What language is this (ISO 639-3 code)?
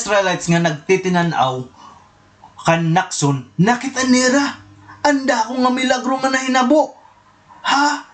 war